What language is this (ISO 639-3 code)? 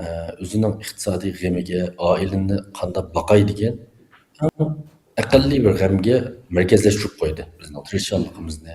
uig